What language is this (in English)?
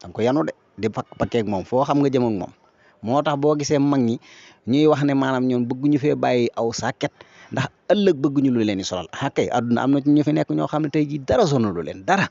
Wolof